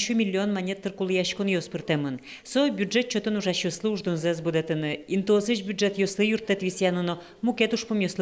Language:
Udmurt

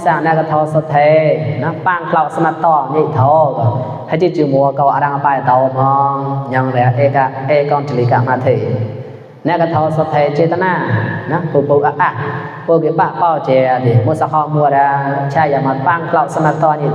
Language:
Mon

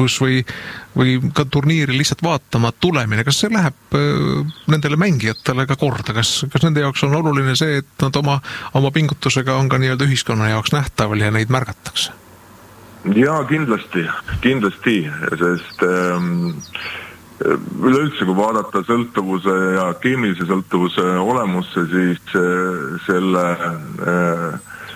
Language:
Estonian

